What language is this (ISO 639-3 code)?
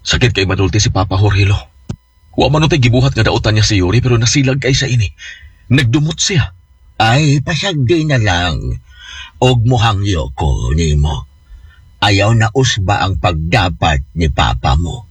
ceb